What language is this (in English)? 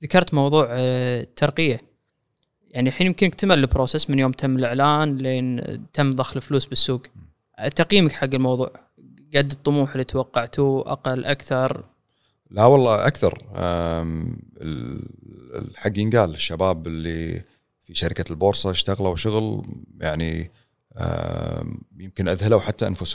Gulf Arabic